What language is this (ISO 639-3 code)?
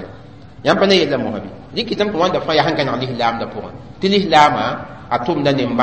mos